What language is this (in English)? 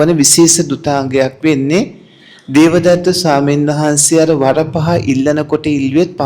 Sinhala